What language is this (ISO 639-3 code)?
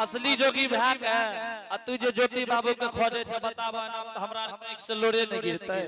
anp